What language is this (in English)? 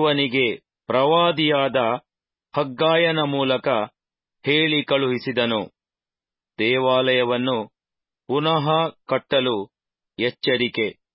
Kannada